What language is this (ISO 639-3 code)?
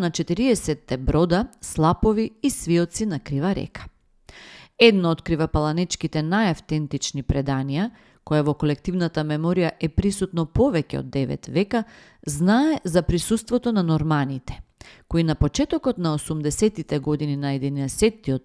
mkd